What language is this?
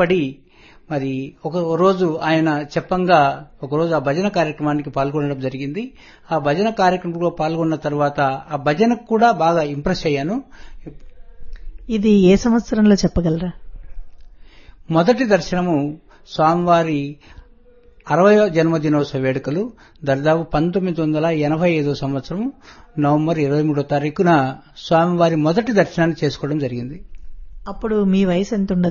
Telugu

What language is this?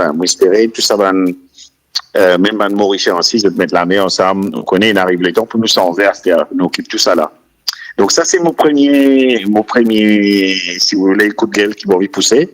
Morisyen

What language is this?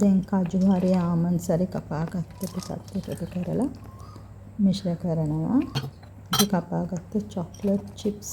Sinhala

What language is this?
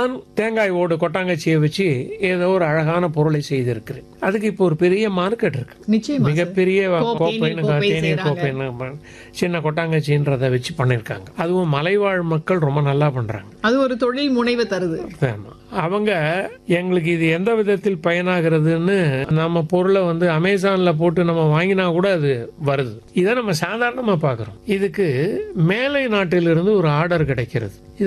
Tamil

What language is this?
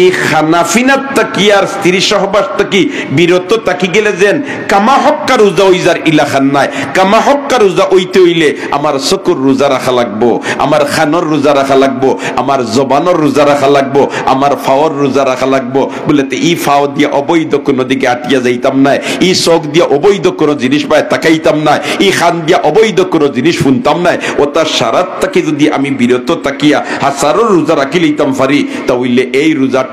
Sylheti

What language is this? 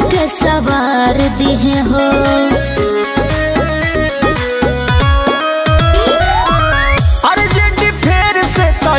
Bhojpuri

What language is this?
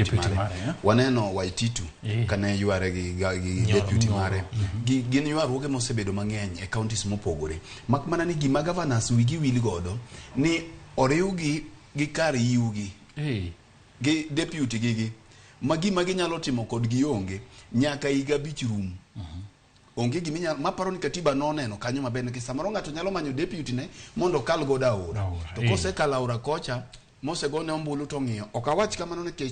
Luo (Kenya and Tanzania)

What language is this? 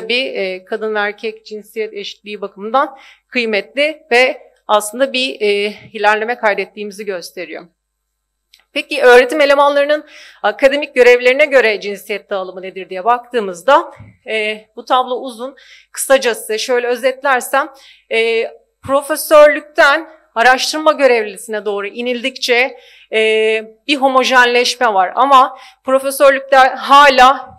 Turkish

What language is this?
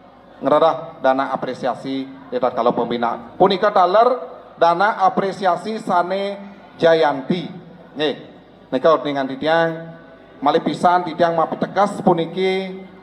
Balinese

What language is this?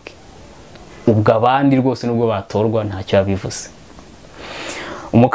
Kinyarwanda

